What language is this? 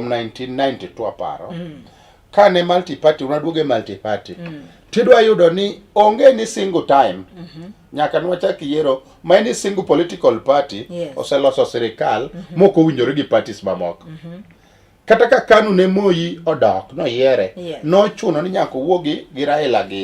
Luo (Kenya and Tanzania)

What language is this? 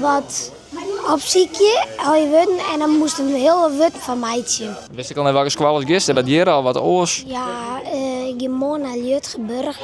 Western Frisian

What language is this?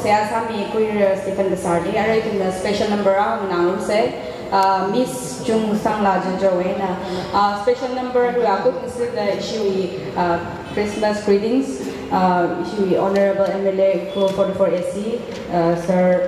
Tangkhul Naga (India)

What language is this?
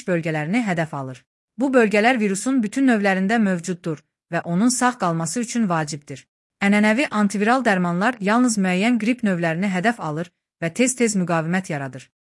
Azerbaijani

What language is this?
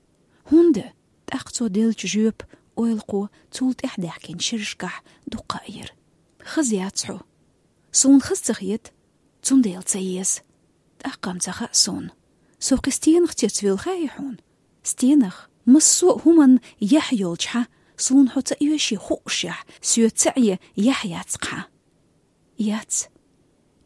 Chechen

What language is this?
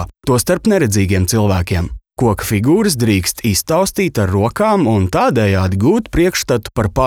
Latvian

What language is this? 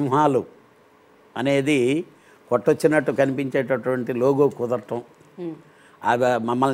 Telugu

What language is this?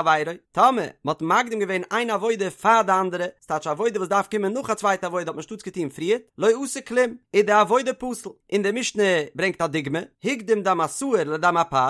Yiddish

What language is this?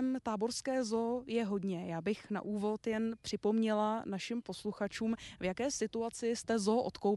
Czech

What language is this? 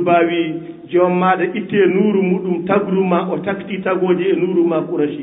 Fula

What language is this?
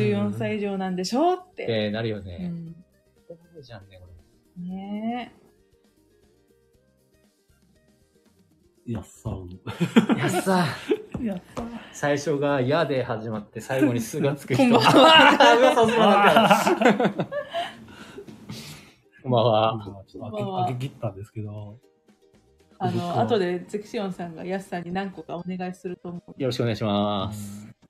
Japanese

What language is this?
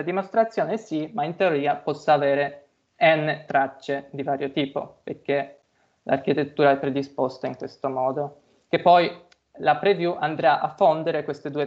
Italian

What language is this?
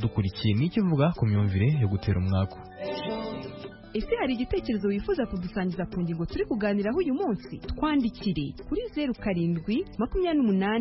Kinyarwanda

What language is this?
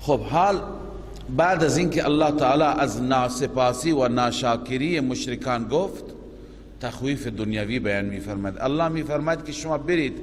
Persian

